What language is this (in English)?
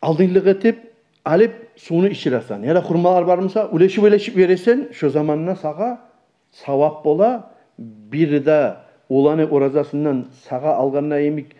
Kumyk